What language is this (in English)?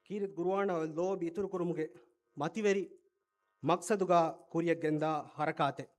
Divehi